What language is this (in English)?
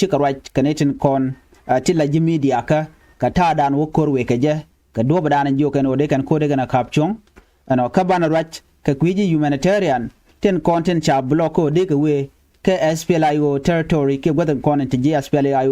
Nuer